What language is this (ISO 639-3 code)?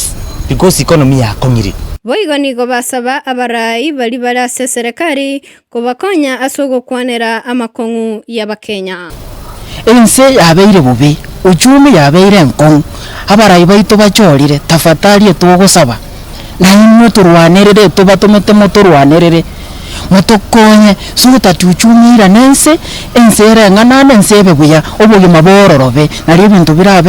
guz